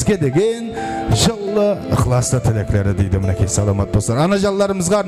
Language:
Kara-Kalpak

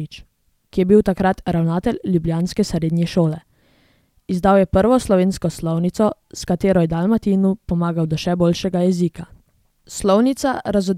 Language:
Slovenian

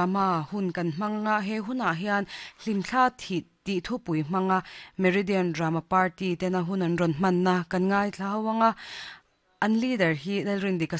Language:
Mizo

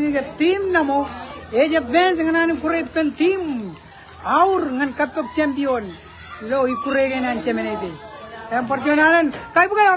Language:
Marshallese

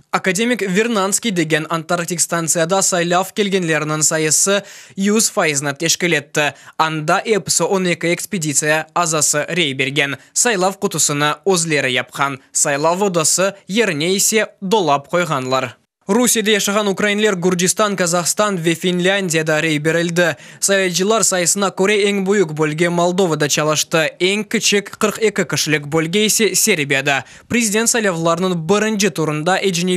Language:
Crimean Tatar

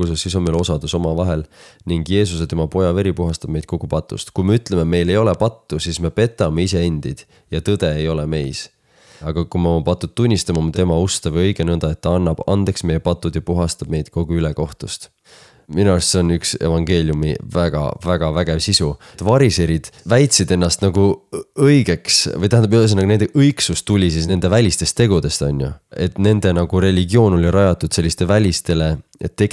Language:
Estonian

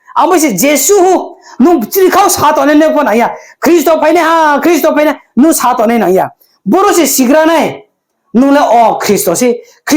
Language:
Riang (India)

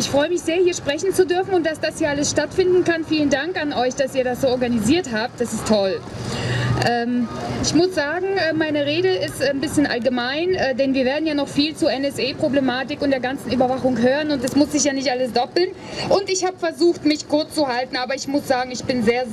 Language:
German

